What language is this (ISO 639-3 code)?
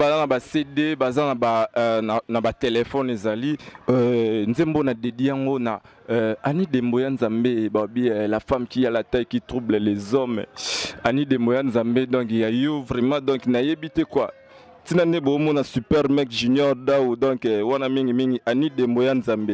lin